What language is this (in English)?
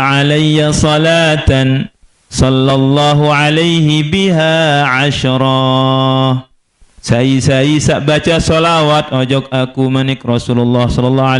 Sasak